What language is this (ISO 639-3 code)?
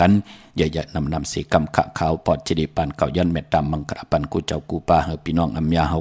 shn